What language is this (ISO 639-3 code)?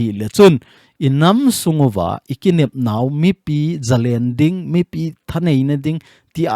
tcz